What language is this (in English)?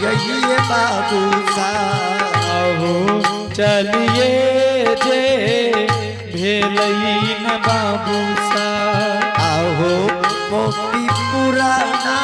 Angika